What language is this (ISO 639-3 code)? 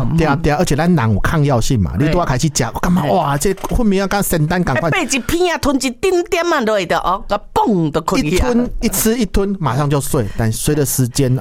nan